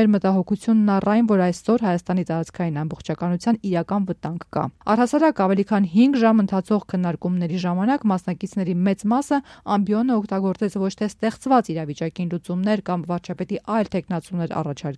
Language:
Armenian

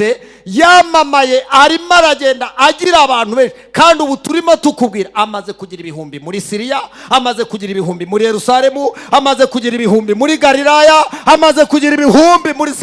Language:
Kinyarwanda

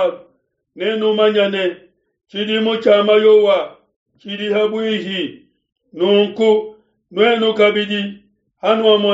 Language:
Luba-Lulua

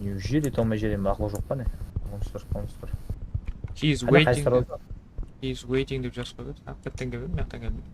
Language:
Kara-Kalpak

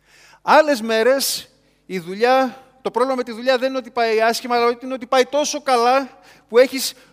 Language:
Greek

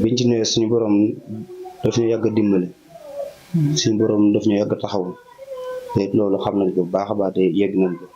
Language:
Wolof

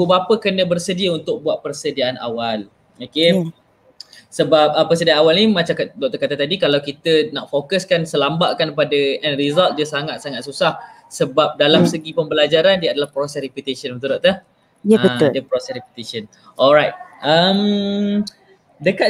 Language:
Malay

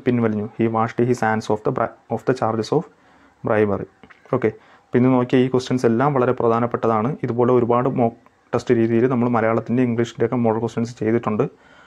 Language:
Malayalam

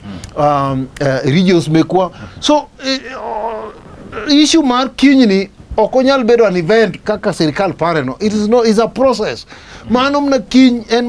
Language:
Luo (Kenya and Tanzania)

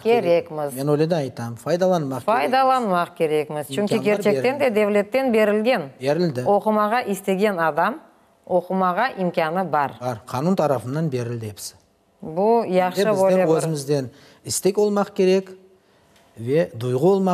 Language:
Crimean Tatar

